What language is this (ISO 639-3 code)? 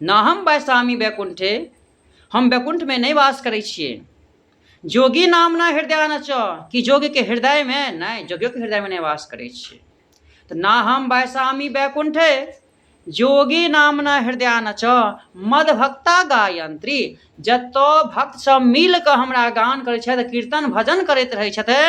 mai